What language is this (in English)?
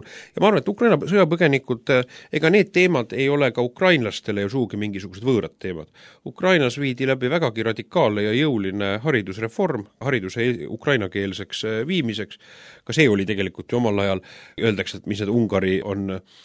Estonian